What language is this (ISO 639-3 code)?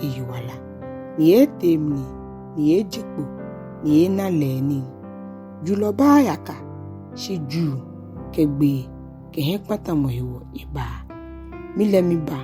gaa